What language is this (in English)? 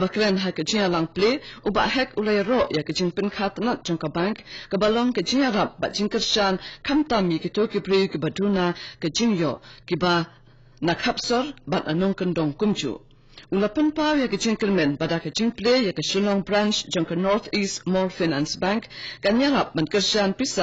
Khasi